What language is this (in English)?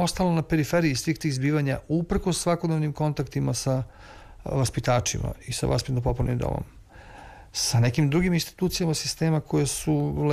Serbian